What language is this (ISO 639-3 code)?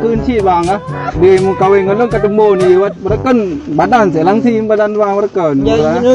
ace